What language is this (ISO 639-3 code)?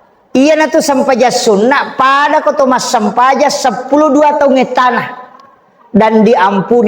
bug